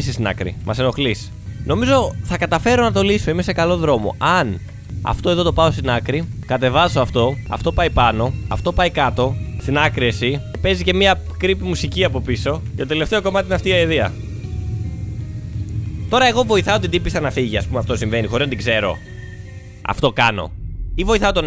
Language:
Greek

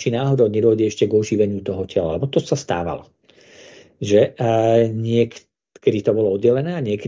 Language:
Slovak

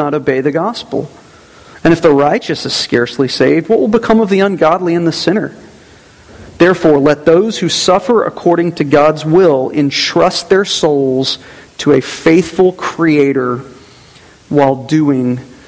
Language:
English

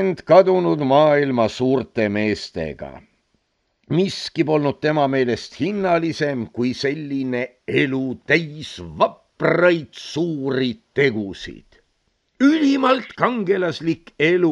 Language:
Estonian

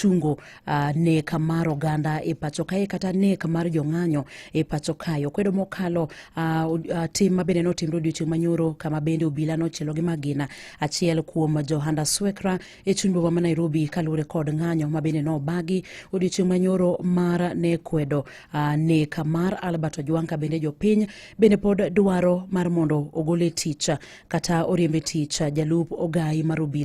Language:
Luo (Kenya and Tanzania)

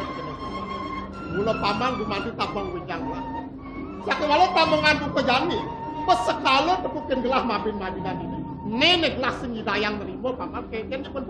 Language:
Balinese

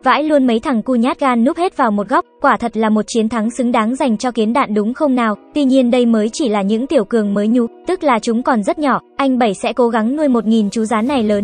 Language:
Vietnamese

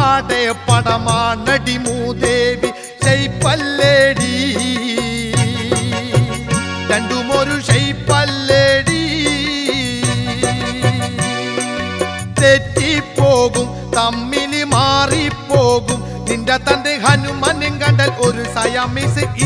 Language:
Malayalam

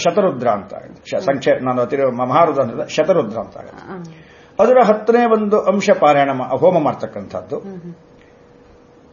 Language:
Kannada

